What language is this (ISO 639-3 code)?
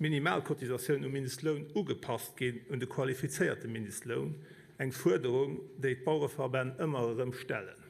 ltz